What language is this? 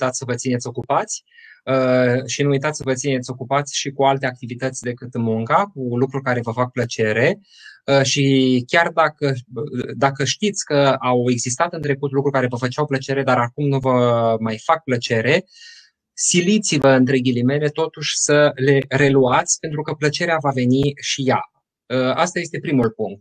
Romanian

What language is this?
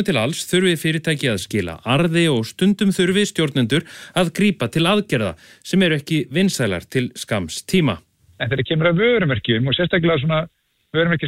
Icelandic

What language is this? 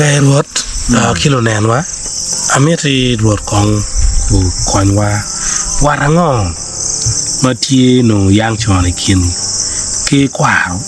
Acoli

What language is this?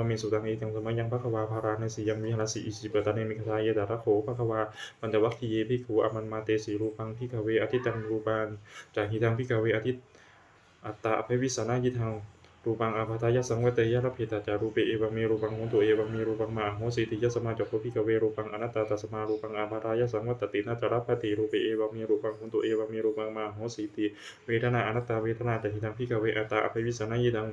Pali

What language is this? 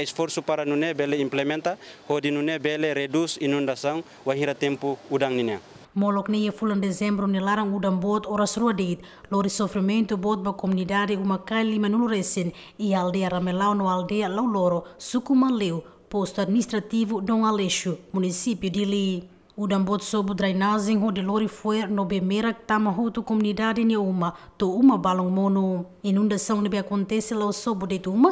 Tetum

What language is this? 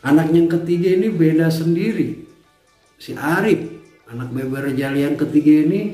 Betawi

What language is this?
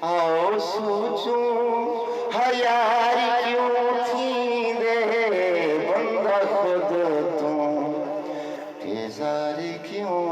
Saraiki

